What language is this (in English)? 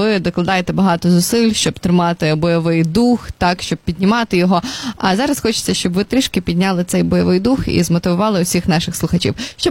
Ukrainian